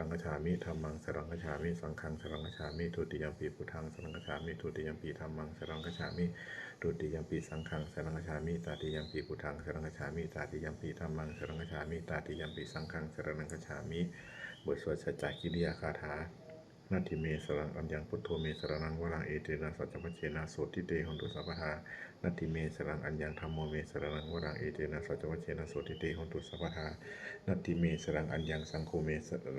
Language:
Pali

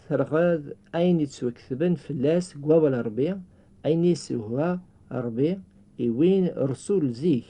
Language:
Kabyle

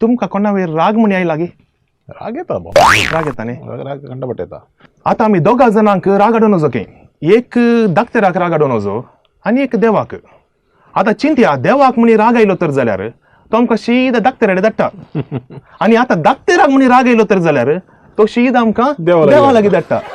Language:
Konkani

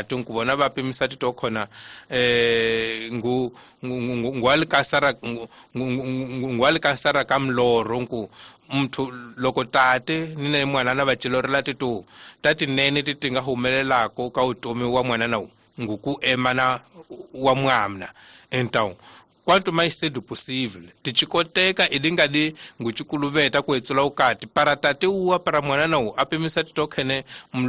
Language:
Tsonga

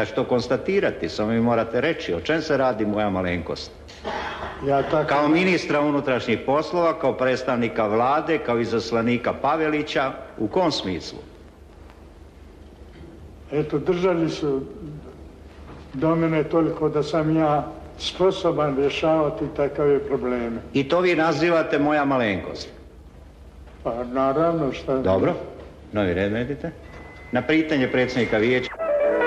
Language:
Croatian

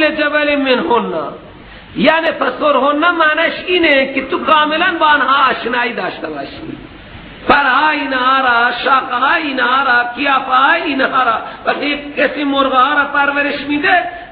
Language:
Persian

